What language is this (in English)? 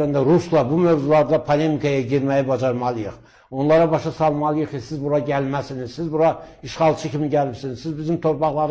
Azerbaijani